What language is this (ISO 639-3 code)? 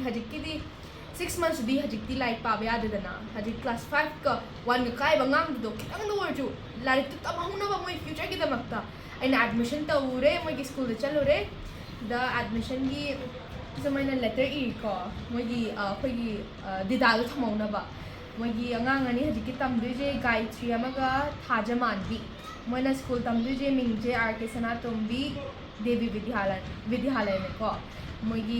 mni